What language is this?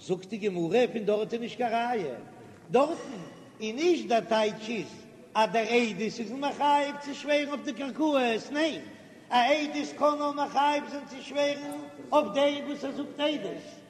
Yiddish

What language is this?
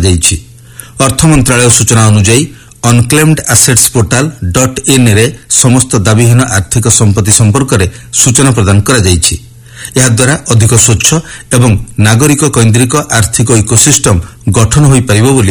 Odia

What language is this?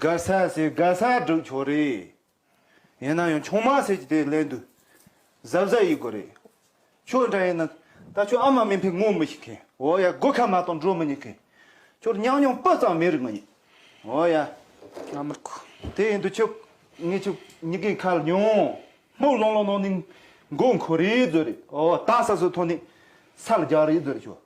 Tibetan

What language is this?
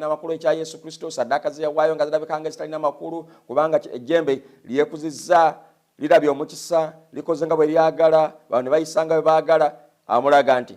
Ganda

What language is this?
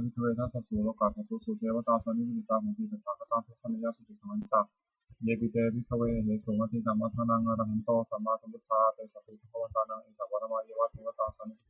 Pali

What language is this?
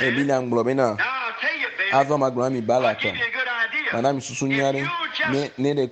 Ewe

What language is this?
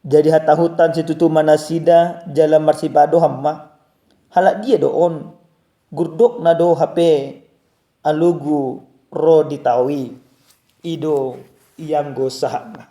Batak Toba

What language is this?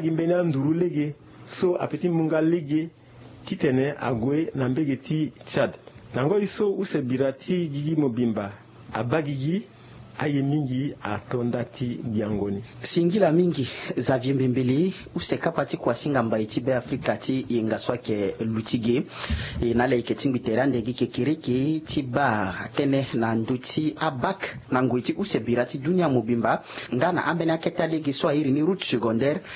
Sango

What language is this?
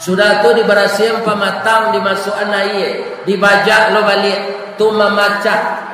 Minangkabau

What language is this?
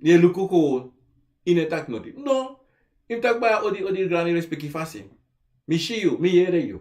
Sranan Tongo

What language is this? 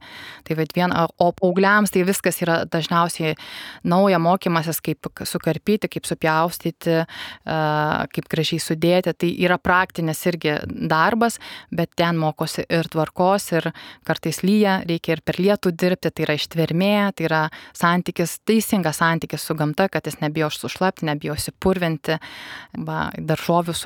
Lithuanian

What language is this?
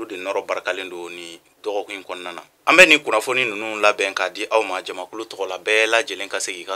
Bambara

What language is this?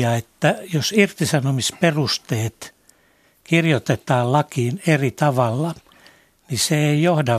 Finnish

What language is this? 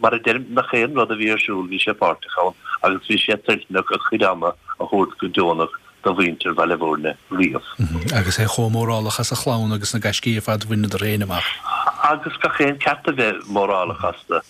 Irish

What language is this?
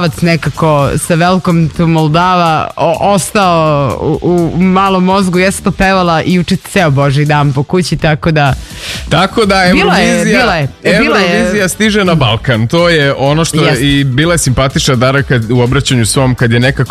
Serbian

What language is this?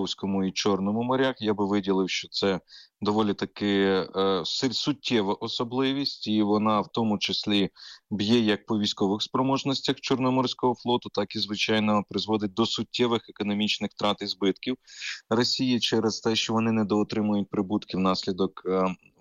Ukrainian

